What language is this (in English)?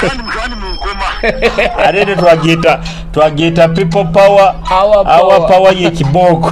Nyoro